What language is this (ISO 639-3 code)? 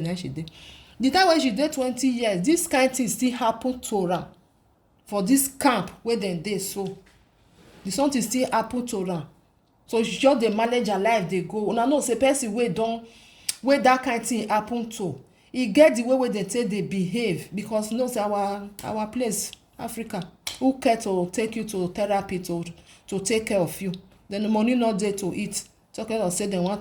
pcm